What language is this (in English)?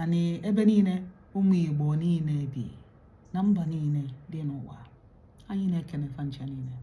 Igbo